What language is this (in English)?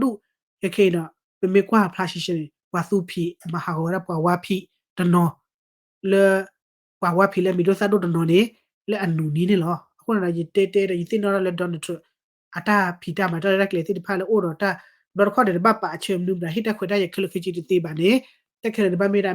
S'gaw Karen